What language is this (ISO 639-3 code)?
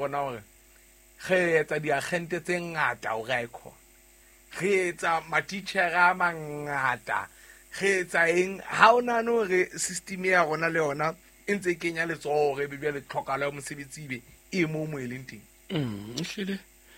sot